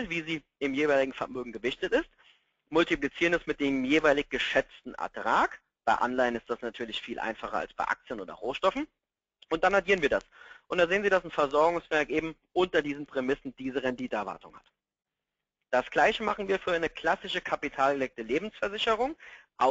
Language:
German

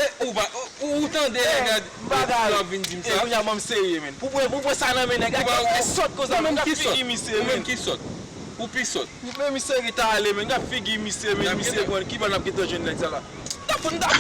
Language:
Haitian Creole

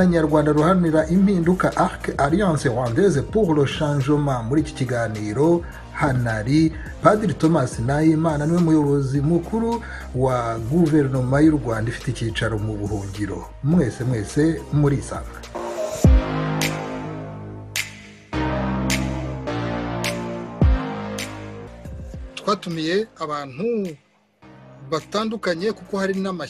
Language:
Kinyarwanda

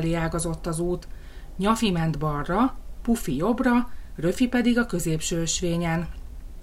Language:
Hungarian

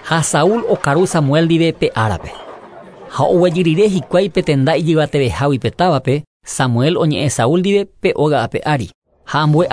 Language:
Guarani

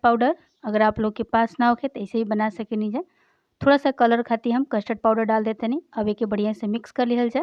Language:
Bhojpuri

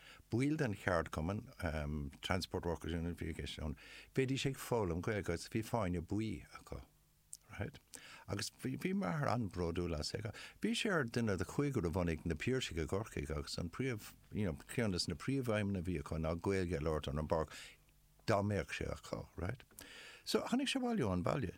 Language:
Irish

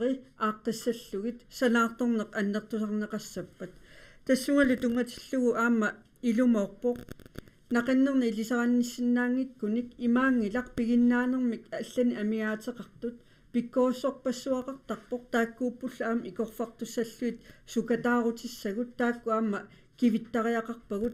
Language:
Kalaallisut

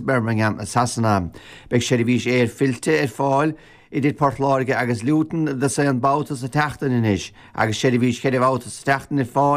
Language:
Irish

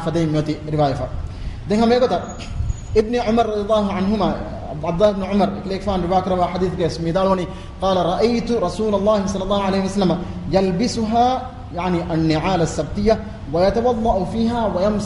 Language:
Divehi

